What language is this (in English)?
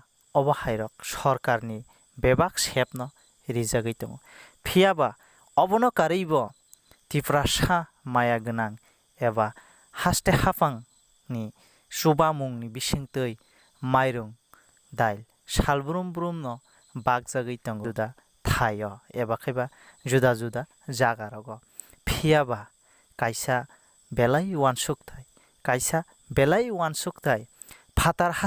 Kok Borok